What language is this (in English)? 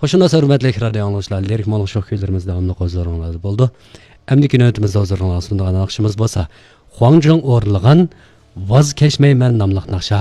Uyghur